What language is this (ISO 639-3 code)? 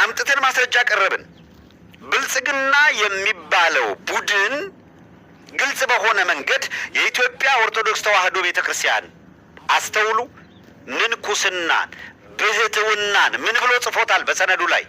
amh